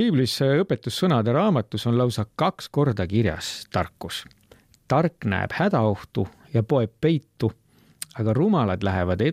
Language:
Estonian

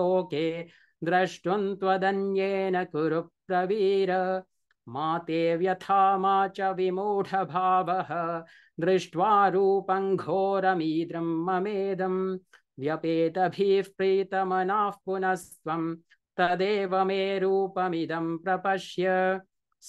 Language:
Sanskrit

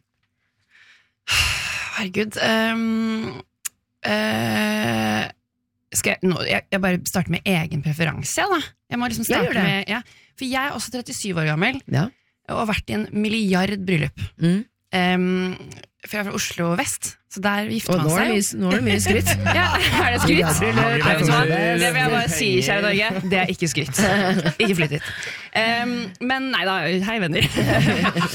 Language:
Norwegian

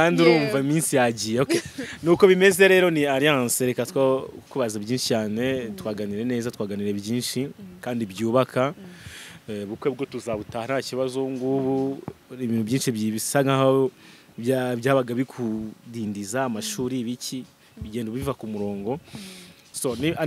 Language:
Kinyarwanda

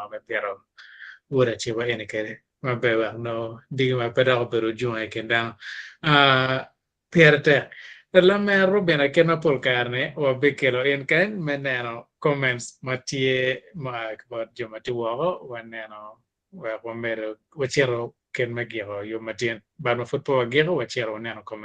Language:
Acoli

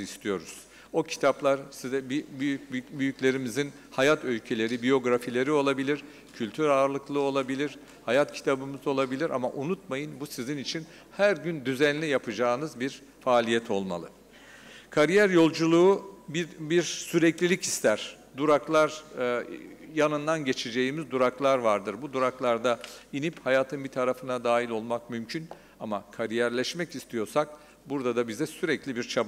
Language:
Turkish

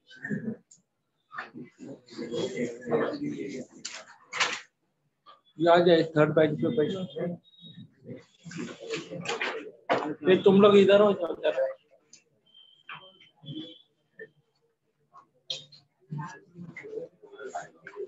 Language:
Hindi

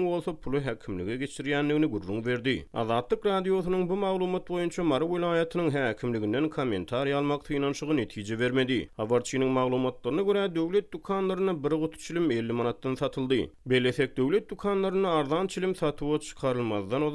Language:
Turkmen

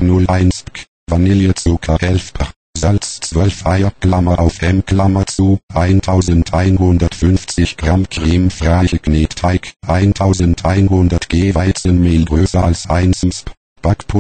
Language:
German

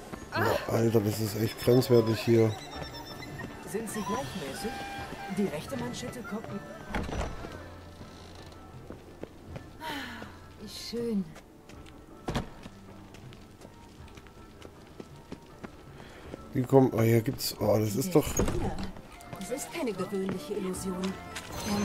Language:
German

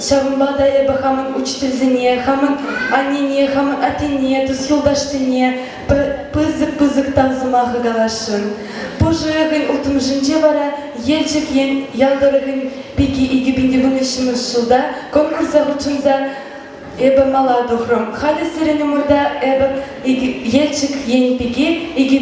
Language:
Chuvash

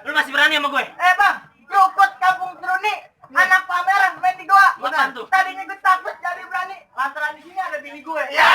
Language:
Betawi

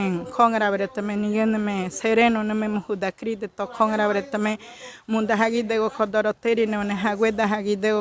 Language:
Ngäbere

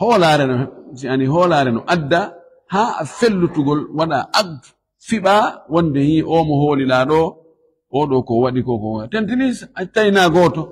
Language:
Fula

